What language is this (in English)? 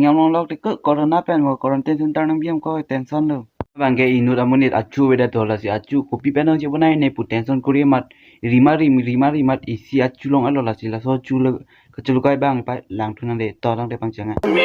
Karbi